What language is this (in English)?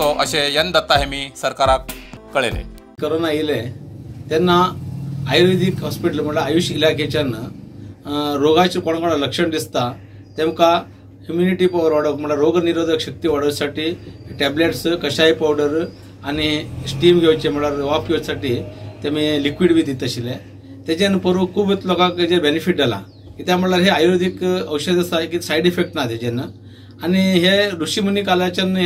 Konkani